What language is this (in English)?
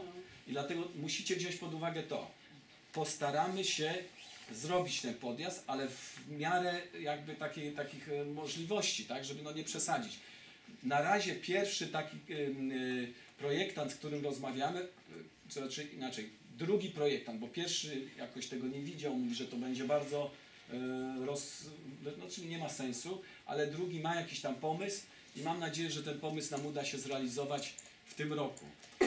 Polish